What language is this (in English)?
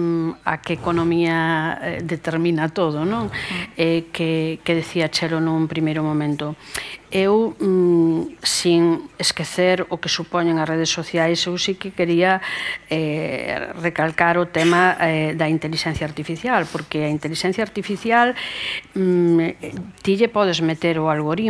Galician